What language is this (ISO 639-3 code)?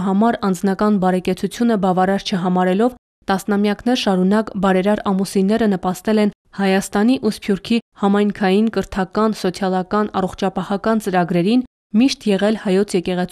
hye